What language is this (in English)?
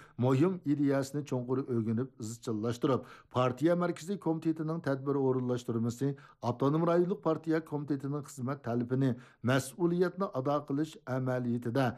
Uyghur